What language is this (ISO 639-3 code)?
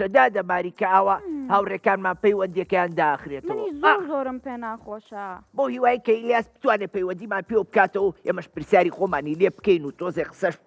ckb